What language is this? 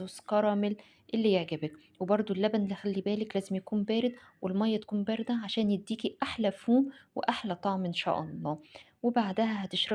Egyptian Arabic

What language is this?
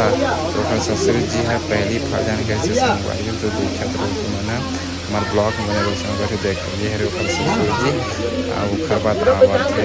Chhattisgarhi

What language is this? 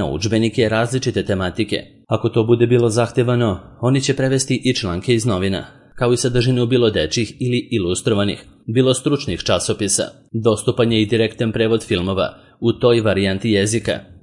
Serbian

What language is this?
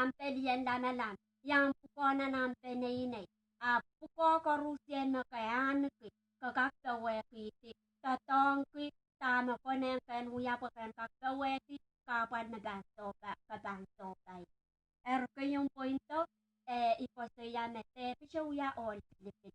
Pohnpeian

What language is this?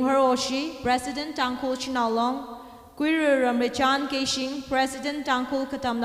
Tangkhul Naga (India)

